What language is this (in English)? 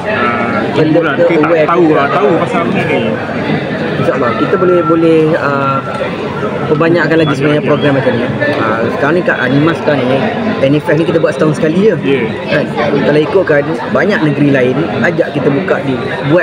Malay